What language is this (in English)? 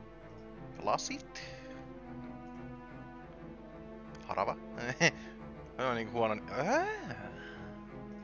Finnish